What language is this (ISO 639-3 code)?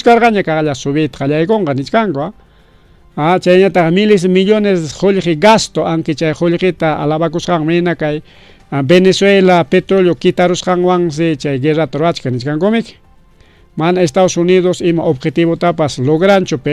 quy